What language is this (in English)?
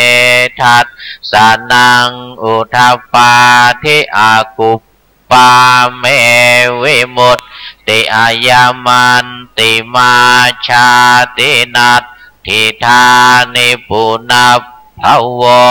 Pali